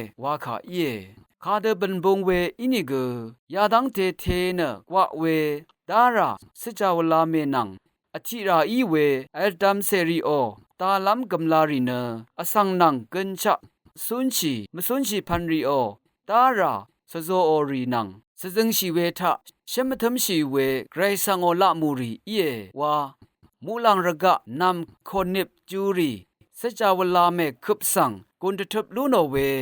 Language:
Rawang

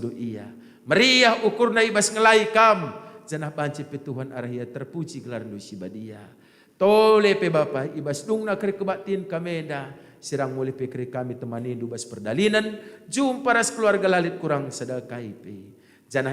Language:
Batak Karo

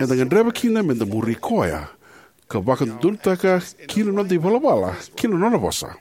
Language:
Fijian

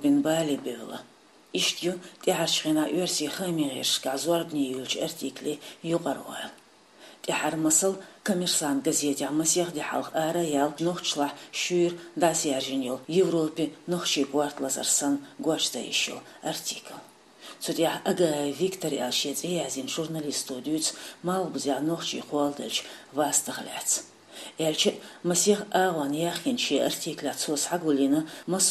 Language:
Chechen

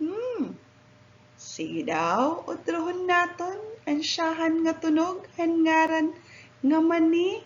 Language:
Waray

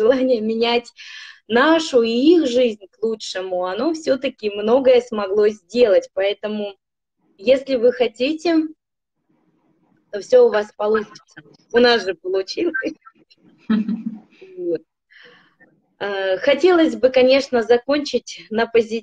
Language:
Russian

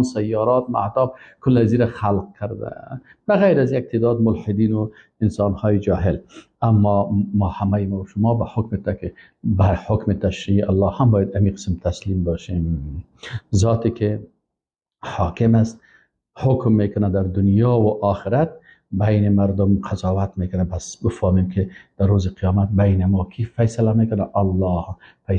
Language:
Persian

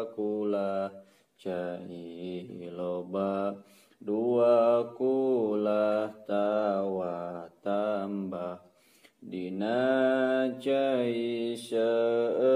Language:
Sundanese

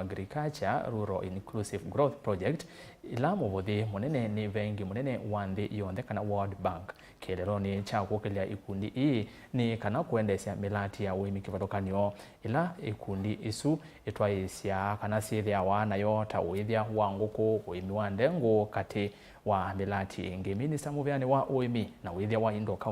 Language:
Kamba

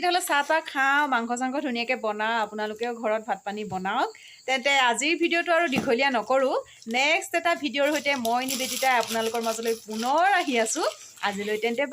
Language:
Assamese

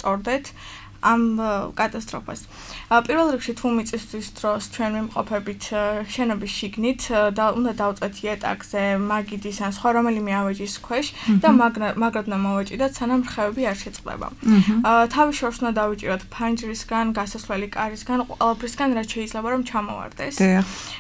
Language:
Georgian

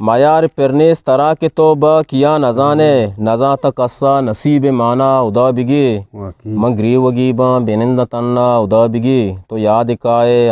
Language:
Eastern Balochi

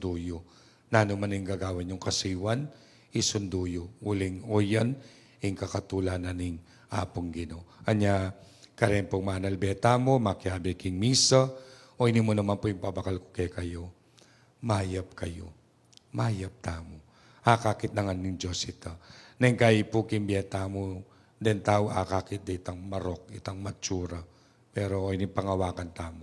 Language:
Pampanga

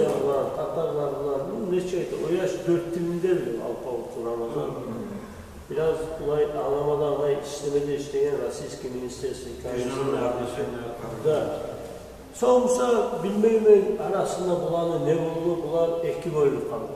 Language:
Kumyk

